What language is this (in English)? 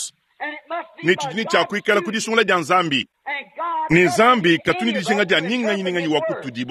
Luba-Lulua